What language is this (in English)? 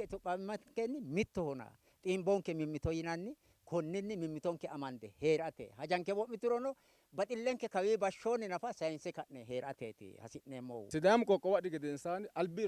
Sidamo